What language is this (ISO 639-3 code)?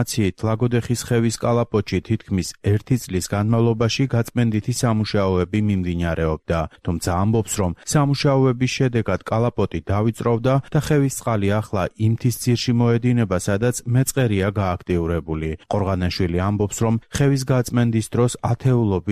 kat